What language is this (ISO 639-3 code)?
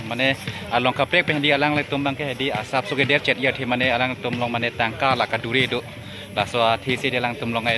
mjw